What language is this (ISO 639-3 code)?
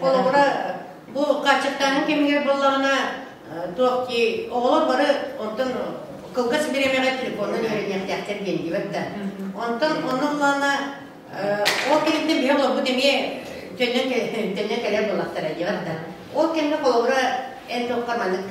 sah